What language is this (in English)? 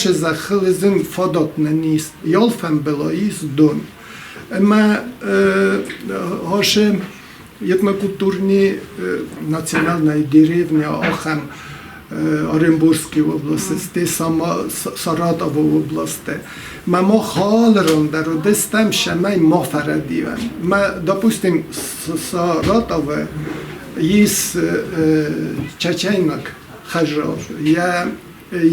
Ossetic